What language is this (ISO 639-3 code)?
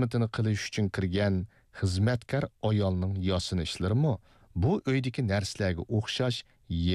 uig